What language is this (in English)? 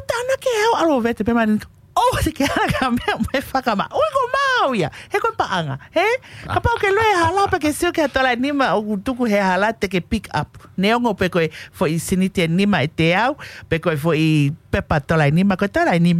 Tongan